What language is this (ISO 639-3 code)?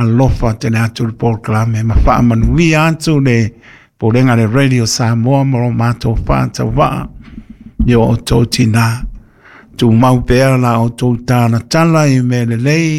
smo